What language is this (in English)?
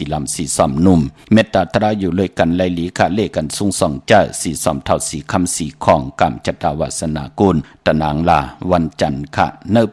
Shan